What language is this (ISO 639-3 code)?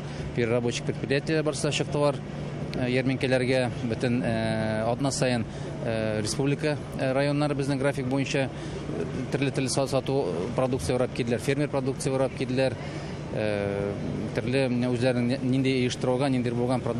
tat